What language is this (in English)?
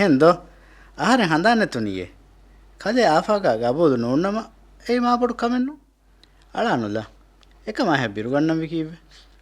Divehi